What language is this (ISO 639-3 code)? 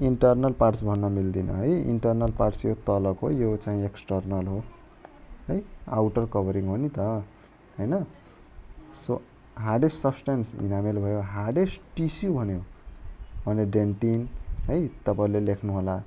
nep